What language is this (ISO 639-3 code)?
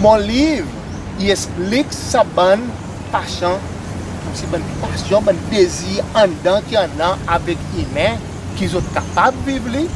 crs